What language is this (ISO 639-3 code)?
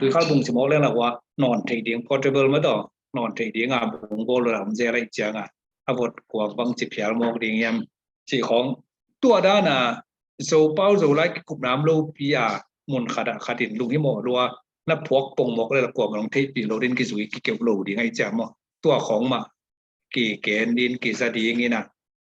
ctd